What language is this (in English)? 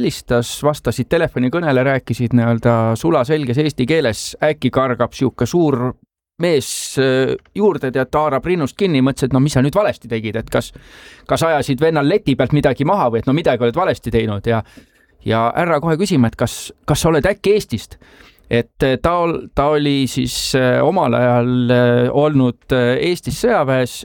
Estonian